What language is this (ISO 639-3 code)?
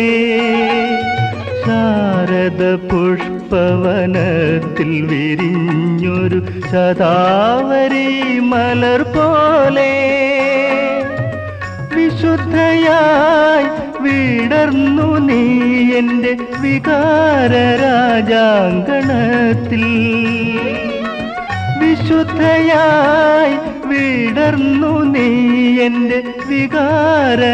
mal